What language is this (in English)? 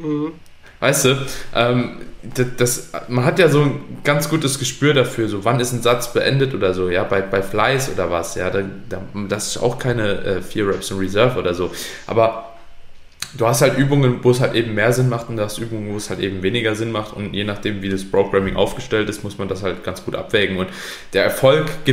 German